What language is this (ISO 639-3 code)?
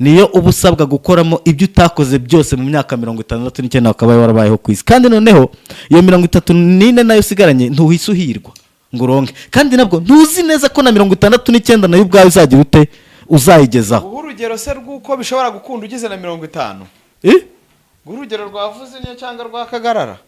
kin